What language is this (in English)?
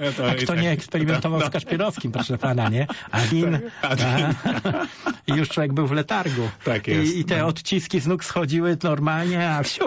Polish